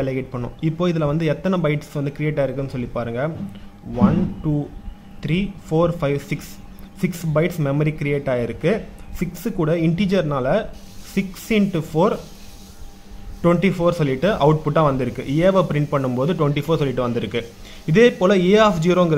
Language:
Tamil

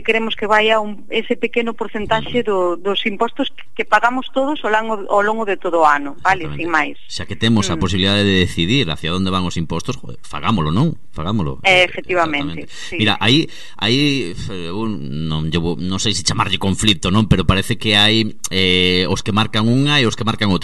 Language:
Galician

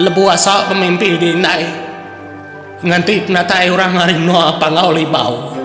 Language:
Iban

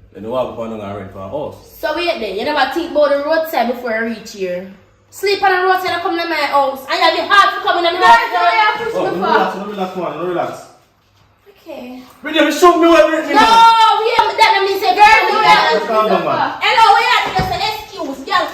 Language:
Jamaican Creole English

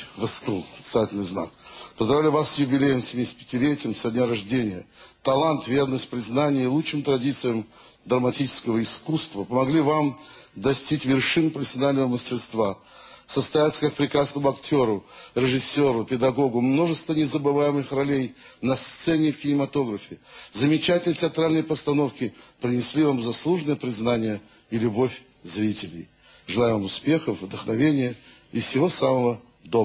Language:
Russian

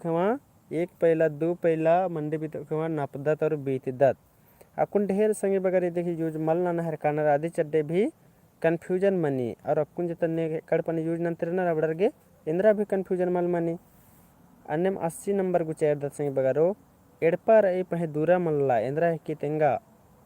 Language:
Kurukh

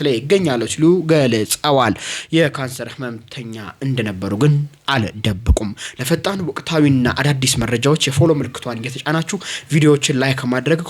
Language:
Amharic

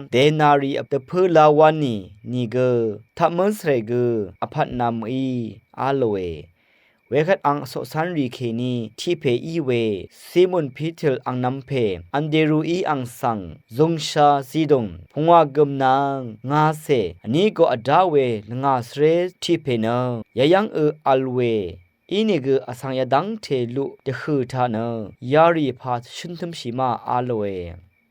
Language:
Rawang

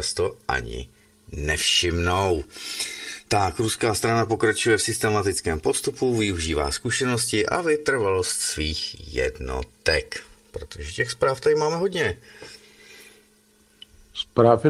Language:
Czech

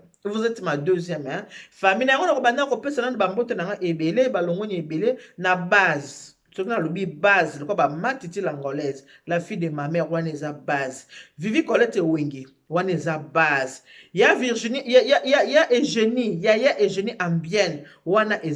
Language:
Lingala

